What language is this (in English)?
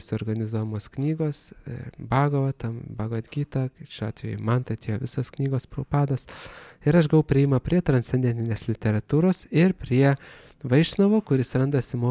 Lithuanian